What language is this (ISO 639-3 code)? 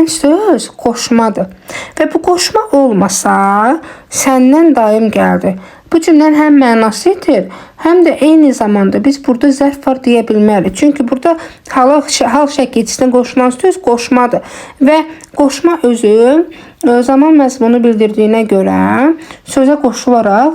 aze